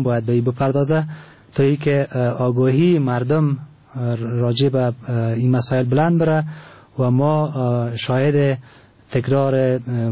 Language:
Persian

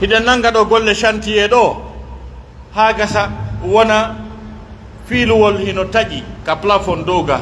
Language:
Pular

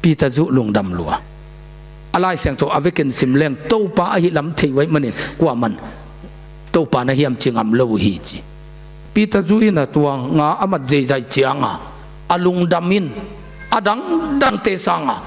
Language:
Tedim Chin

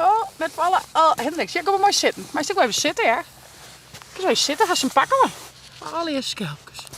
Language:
Western Frisian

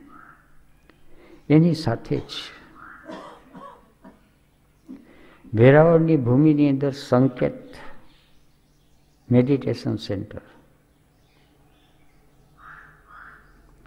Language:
Gujarati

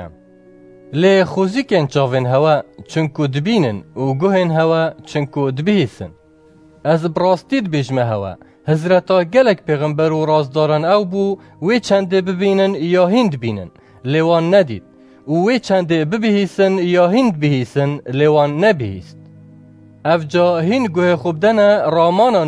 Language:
Kurdish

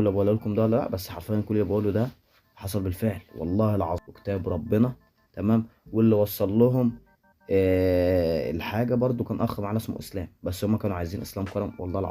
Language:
Egyptian Arabic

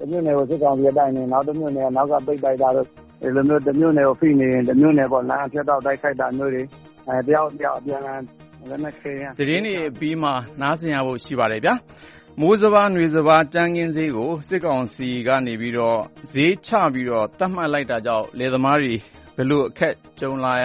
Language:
Burmese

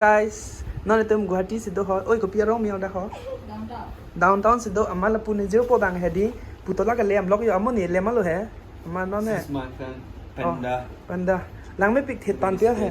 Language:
Karbi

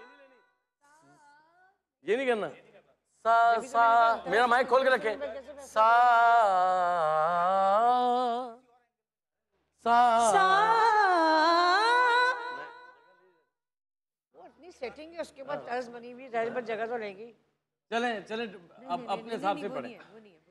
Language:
Hindi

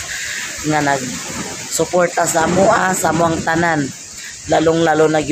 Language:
Cebuano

